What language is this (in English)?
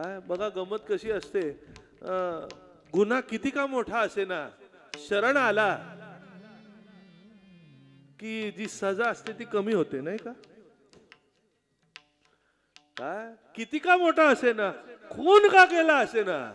Marathi